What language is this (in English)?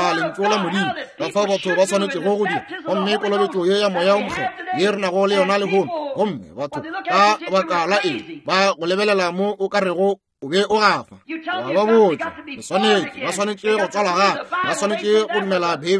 Northern Sotho